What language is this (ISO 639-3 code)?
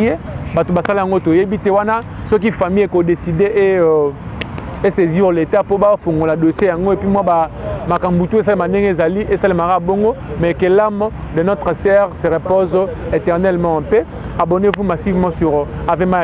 lin